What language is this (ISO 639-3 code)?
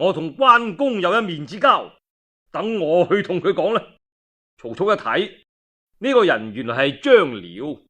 yue